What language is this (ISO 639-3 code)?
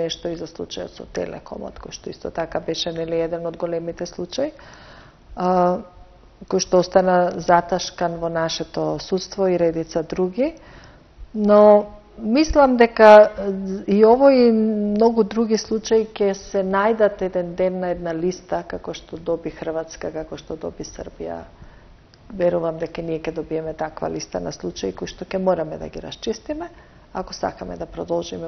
mkd